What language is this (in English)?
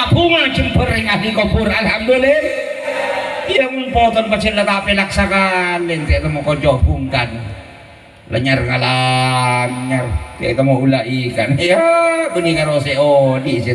Madurese